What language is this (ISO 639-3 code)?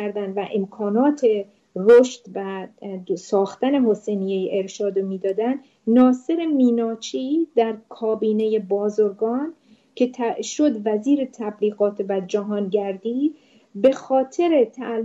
fas